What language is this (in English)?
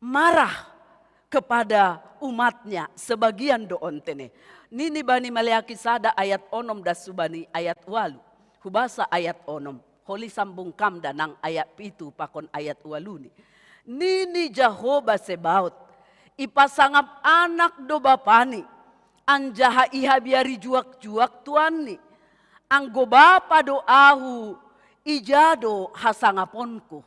Batak Simalungun